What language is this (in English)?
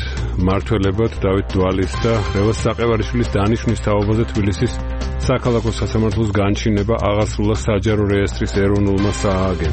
Georgian